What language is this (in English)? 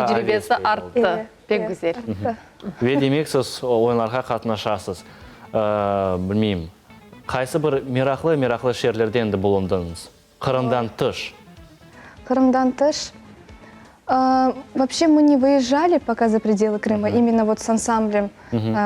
Crimean Tatar